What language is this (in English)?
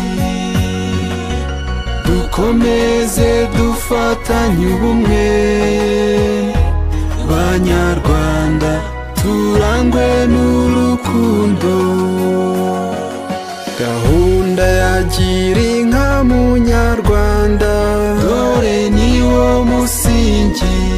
Kinyarwanda